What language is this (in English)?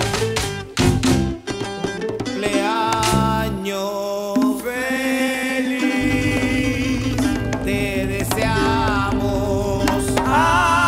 Spanish